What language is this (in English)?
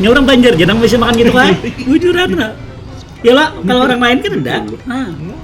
Banjar